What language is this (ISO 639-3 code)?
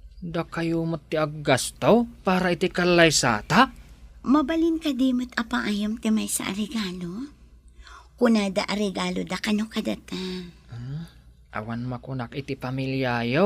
ilo